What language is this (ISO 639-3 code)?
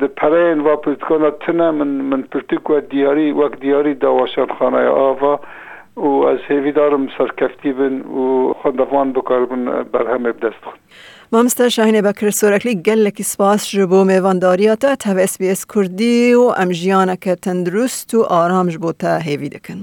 kur